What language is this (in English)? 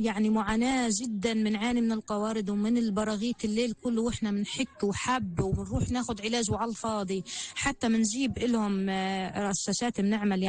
North Levantine Arabic